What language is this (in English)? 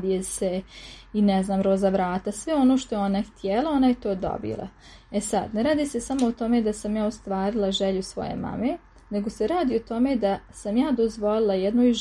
Serbian